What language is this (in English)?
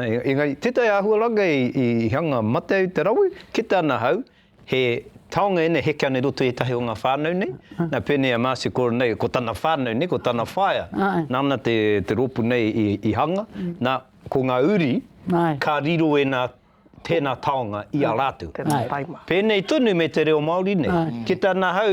Māori